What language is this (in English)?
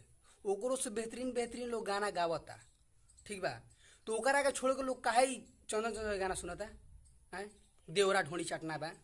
Bhojpuri